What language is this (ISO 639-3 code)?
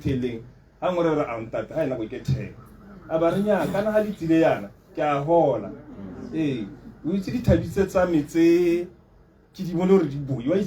tsn